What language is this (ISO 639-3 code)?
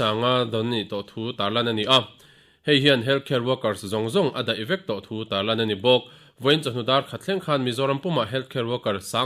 lus